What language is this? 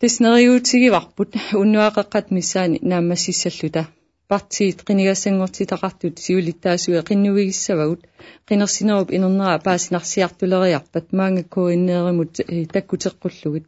Kalaallisut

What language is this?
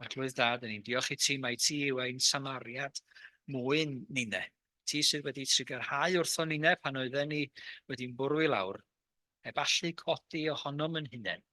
Welsh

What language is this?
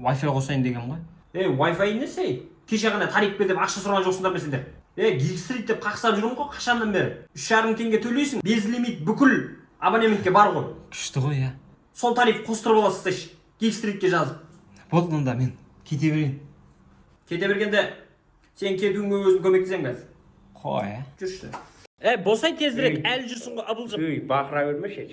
Kazakh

